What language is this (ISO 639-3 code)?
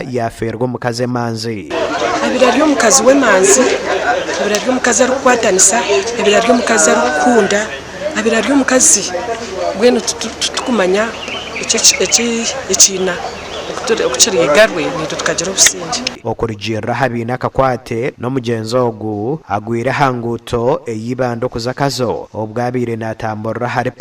nyn